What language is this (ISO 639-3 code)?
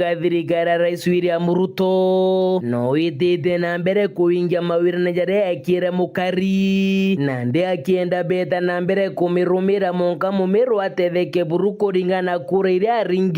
mer